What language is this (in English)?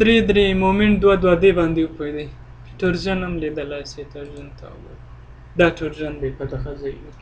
Pashto